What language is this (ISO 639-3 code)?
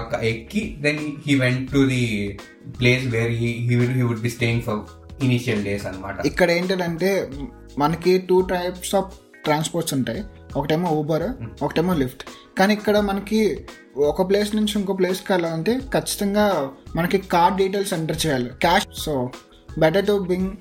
tel